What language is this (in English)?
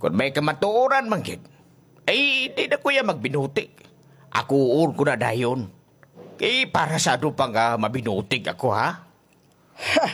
Hiligaynon